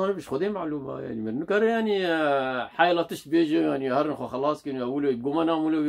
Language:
Kurdish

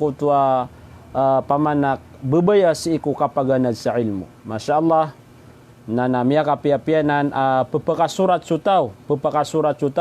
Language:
Maranao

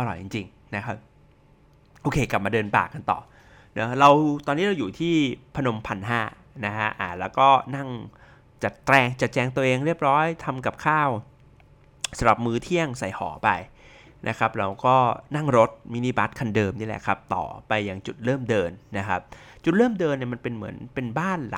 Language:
Thai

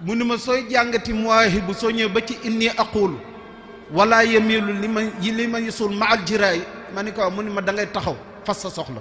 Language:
Wolof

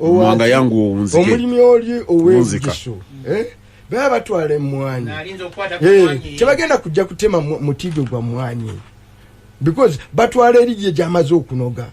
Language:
Ganda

